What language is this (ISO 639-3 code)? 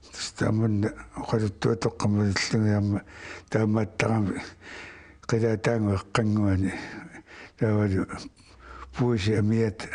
kal